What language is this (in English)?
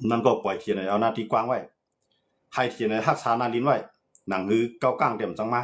Shan